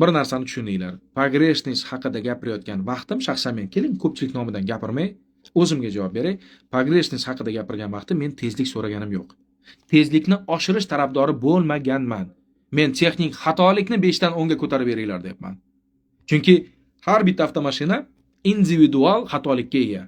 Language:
Uzbek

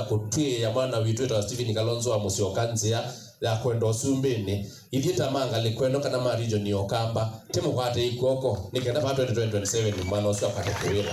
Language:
Kamba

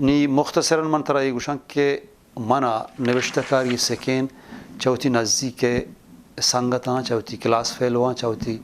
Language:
Eastern Balochi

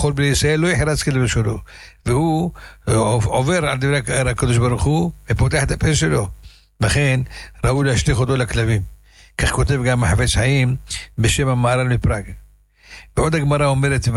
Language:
Hebrew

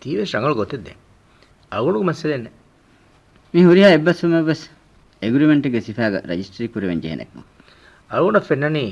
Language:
Divehi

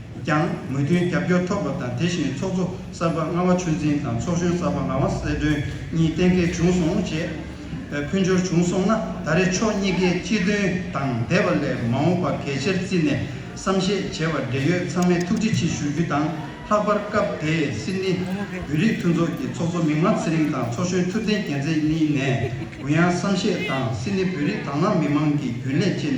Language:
Tibetan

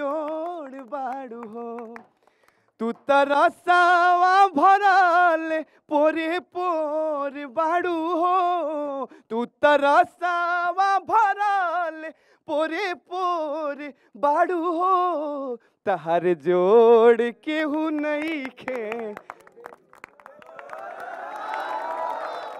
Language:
Bhojpuri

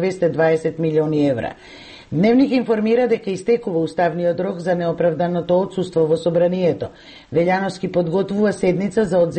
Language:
Macedonian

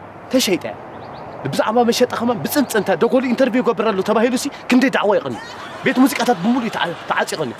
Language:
Tigrinya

